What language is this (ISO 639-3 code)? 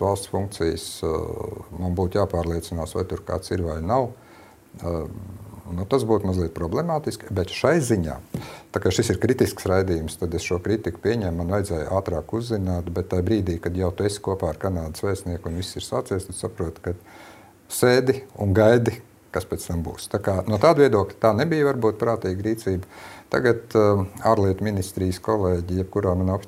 lav